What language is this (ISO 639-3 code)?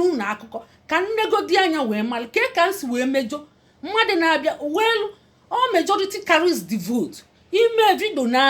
ibo